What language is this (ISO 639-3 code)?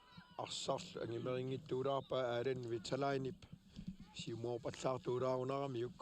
kal